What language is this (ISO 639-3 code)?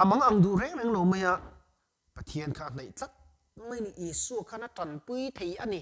lus